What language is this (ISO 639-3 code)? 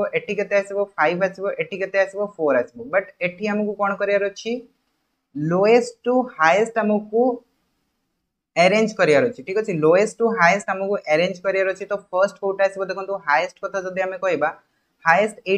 ori